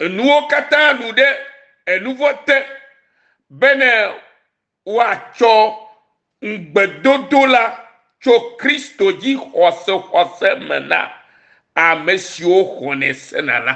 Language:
Ewe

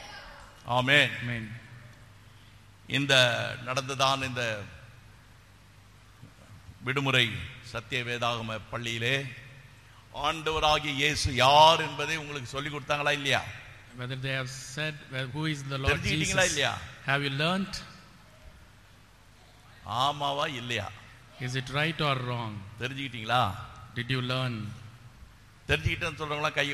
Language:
Tamil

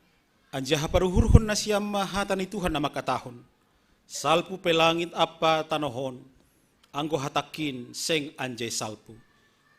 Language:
Batak Simalungun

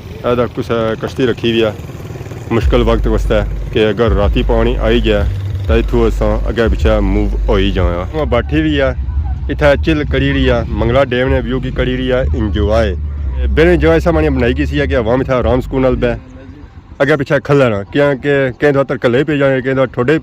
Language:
Pahari-Potwari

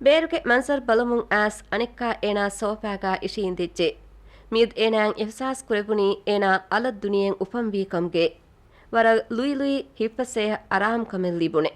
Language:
Divehi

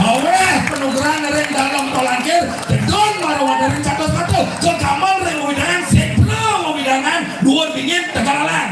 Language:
Balinese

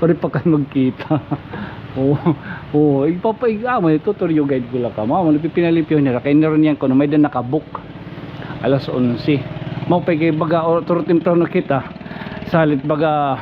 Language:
Waray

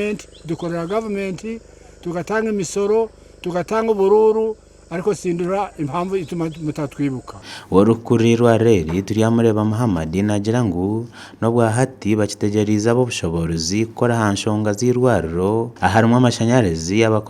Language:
Nyankole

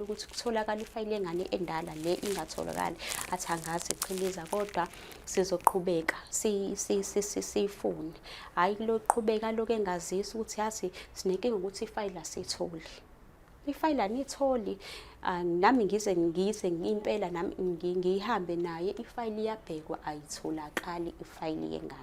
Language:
Zulu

